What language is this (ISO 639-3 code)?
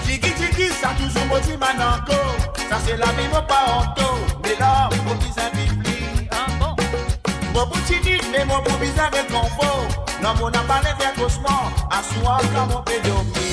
mfe